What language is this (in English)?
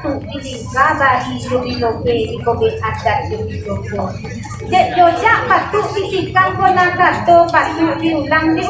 Minangkabau